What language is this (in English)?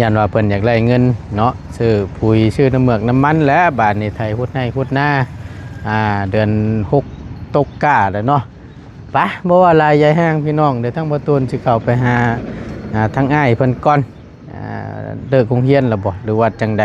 Northeastern Thai